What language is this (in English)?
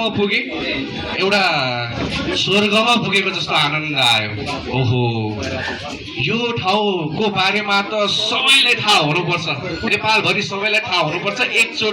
Nepali